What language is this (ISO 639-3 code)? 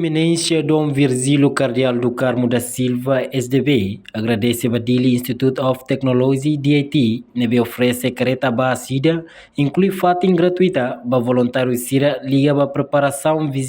tet